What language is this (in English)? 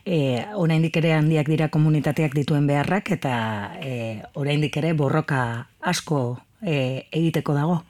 Basque